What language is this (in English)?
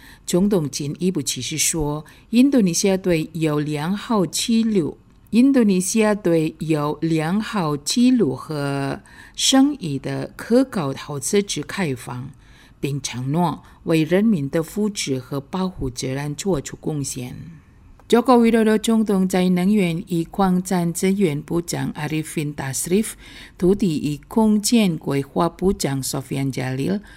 Chinese